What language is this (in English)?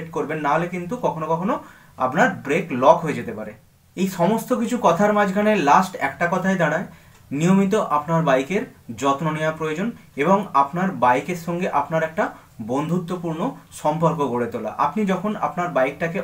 Bangla